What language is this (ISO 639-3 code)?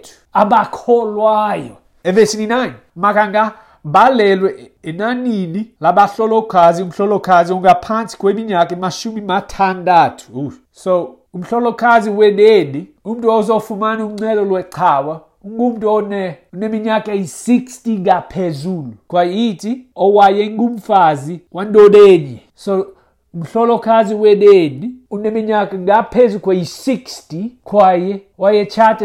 xho